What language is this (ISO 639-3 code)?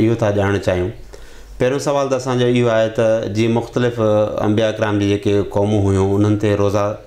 snd